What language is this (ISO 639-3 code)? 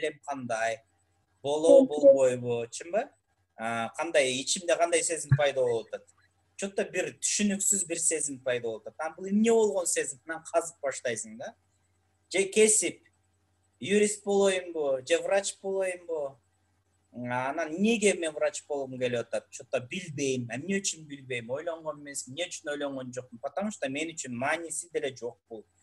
kir